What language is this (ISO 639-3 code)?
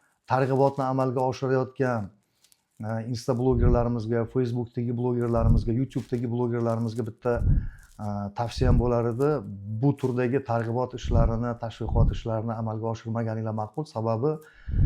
uzb